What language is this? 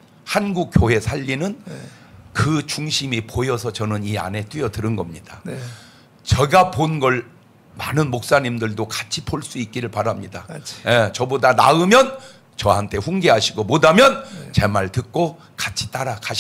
Korean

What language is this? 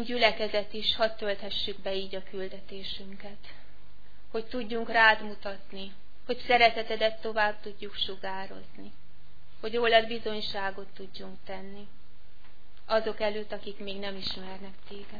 Hungarian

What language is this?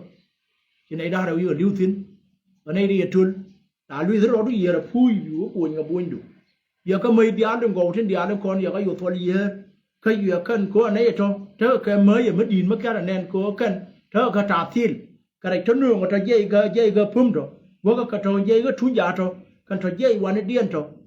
Nuer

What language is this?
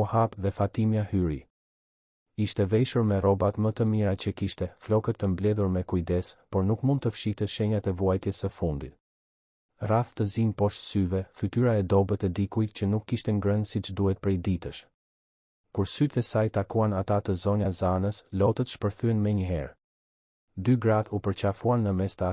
Albanian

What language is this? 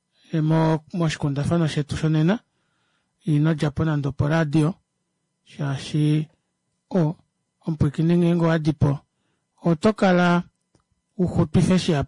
Kuanyama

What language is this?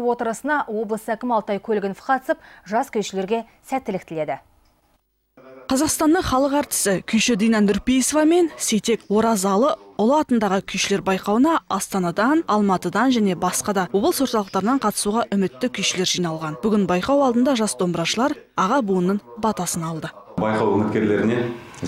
Kazakh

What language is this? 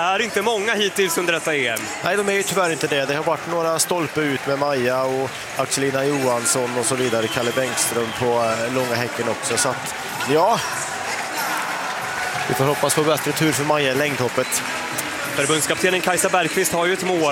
Swedish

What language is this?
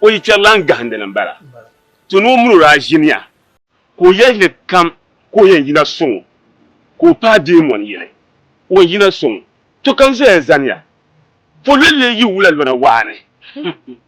Dagbani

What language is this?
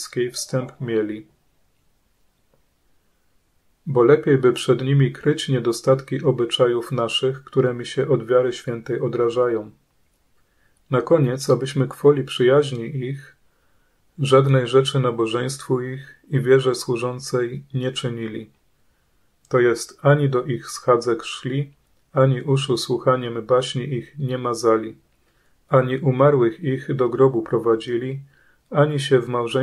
Polish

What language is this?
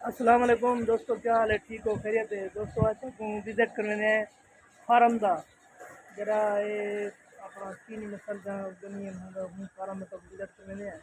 Saraiki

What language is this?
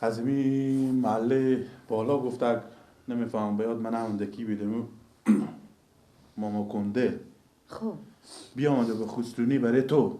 Persian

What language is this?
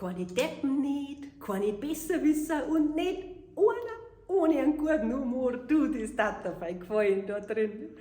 Bavarian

